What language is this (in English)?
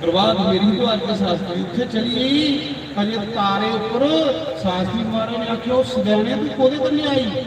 Dogri